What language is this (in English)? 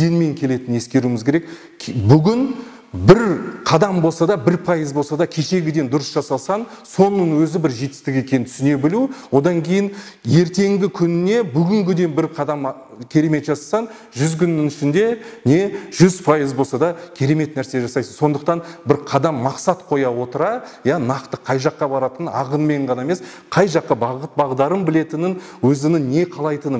Kazakh